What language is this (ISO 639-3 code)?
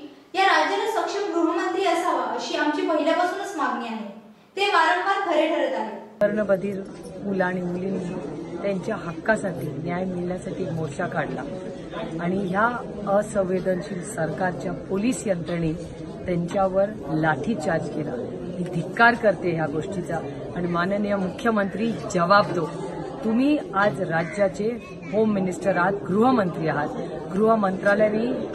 mar